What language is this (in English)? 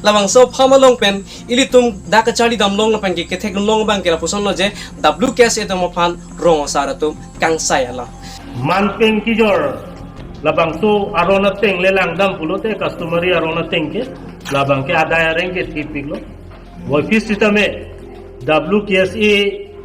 Karbi